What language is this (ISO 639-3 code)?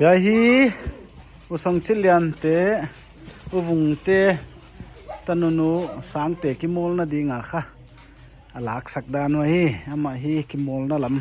pck